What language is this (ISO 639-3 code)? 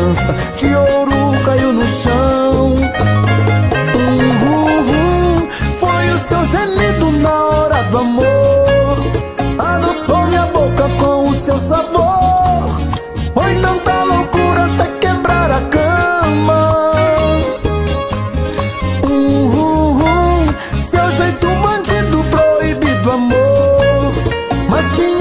por